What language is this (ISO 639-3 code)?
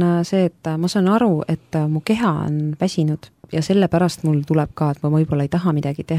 est